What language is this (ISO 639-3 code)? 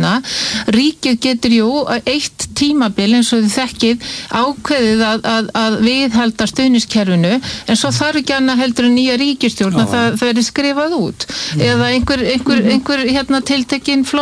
isl